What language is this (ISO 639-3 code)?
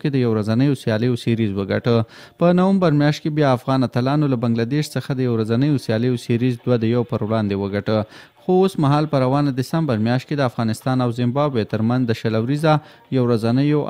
pus